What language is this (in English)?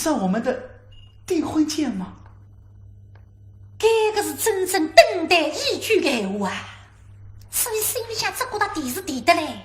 Wu Chinese